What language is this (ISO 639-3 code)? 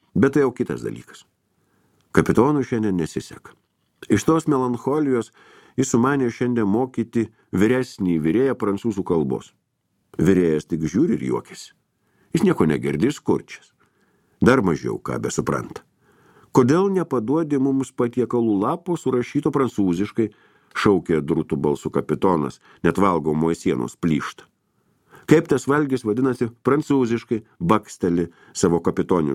lit